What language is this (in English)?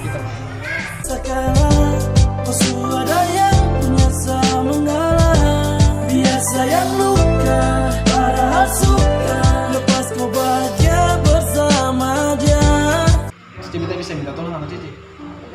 Ambonese Malay